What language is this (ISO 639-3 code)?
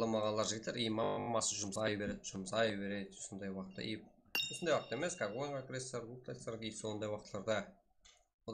kaa